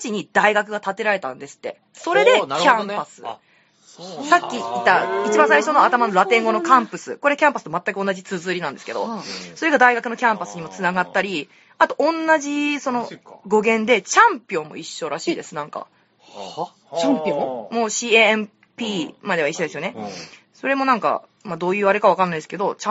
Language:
Japanese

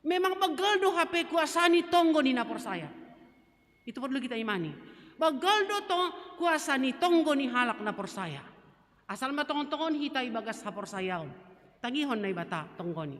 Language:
Batak Simalungun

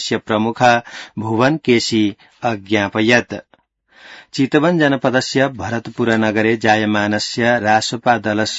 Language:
Sanskrit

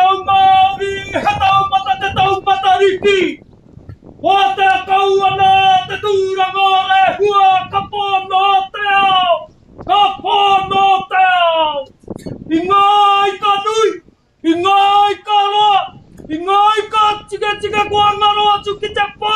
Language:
Māori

